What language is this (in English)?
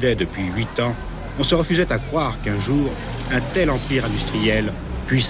French